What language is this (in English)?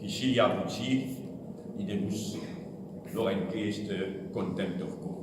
Morisyen